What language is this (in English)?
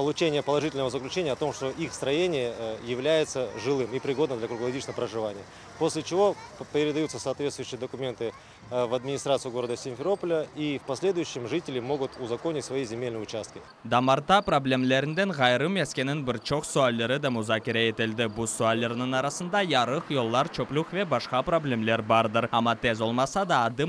Crimean Tatar